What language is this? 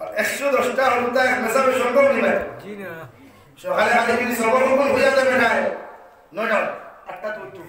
Sylheti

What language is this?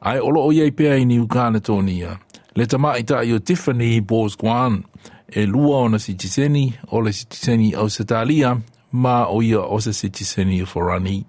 Samoan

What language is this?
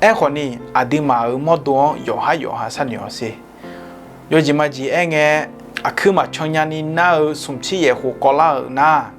Akha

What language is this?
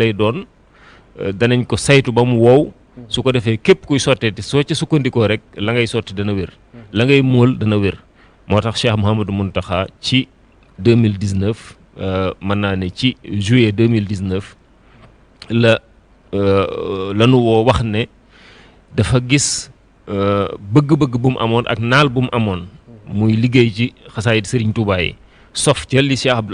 Wolof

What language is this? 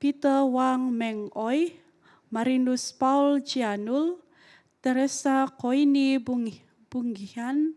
Central Dusun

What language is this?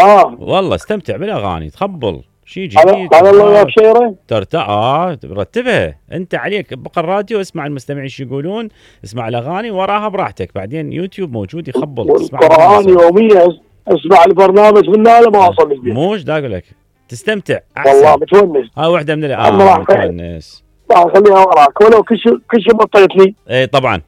Mesopotamian Arabic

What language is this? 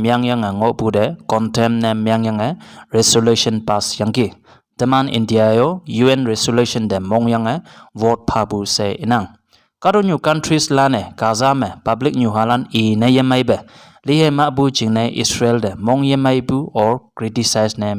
Konyak Naga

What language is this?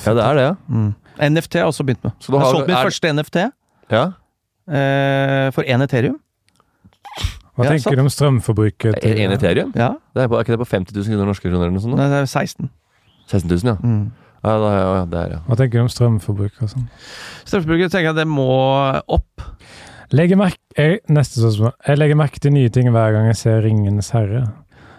Norwegian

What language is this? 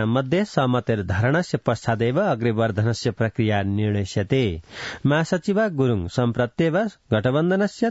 Sanskrit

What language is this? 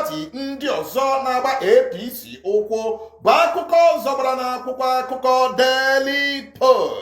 Igbo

